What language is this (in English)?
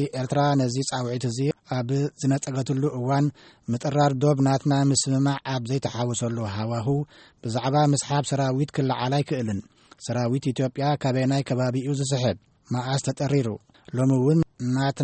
Tigrinya